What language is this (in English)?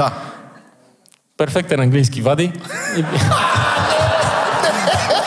Bulgarian